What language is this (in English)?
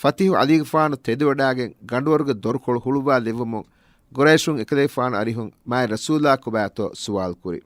Divehi